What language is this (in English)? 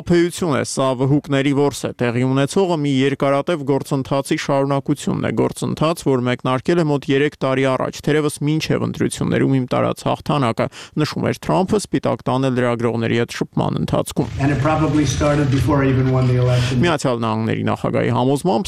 Armenian